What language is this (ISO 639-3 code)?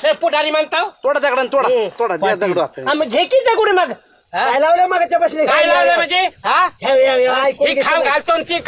mar